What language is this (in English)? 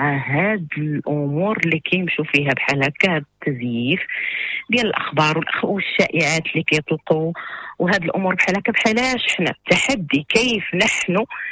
Moroccan Arabic